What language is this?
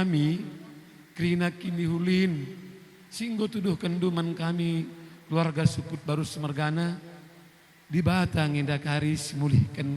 Batak Karo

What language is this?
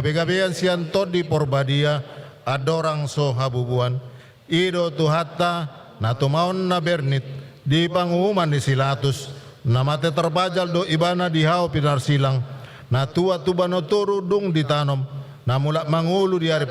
Batak Toba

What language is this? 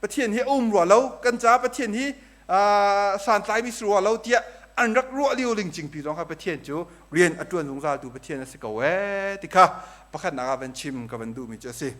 Hakha Chin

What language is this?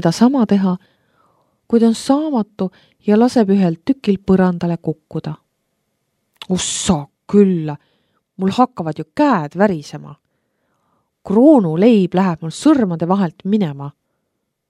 Estonian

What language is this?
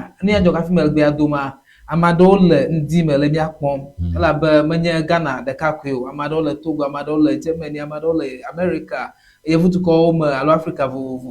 Ewe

